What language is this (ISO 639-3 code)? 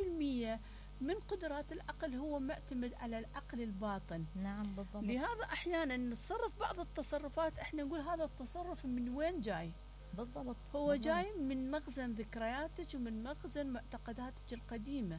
acm